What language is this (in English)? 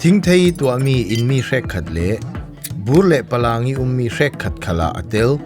Falam Chin